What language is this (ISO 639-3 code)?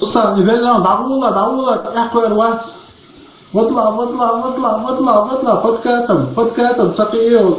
che